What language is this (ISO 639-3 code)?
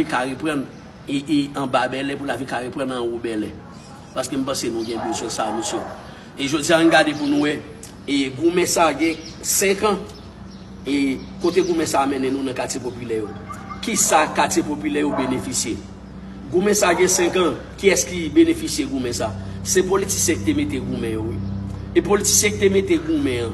hat